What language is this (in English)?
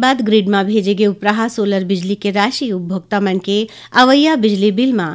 Chhattisgarhi